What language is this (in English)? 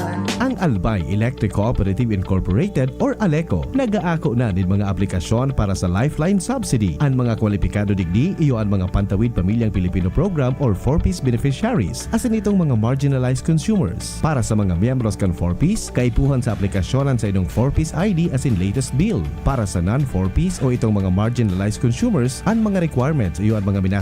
Bikol